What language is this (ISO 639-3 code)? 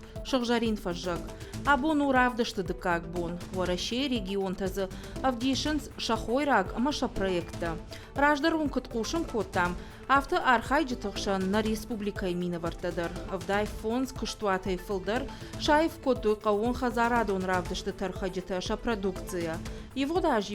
oss